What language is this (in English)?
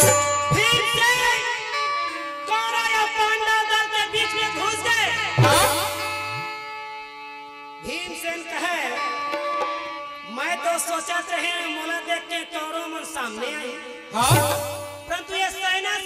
Chhattisgarhi